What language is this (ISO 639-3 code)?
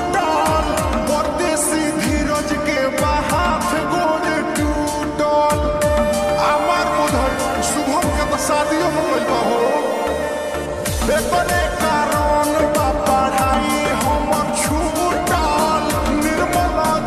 bho